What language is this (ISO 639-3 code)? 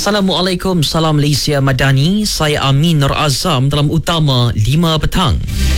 msa